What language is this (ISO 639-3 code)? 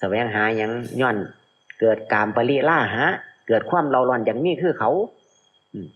lao